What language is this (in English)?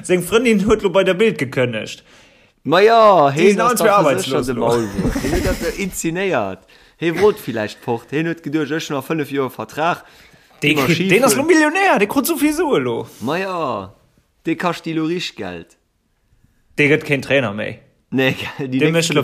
Luxembourgish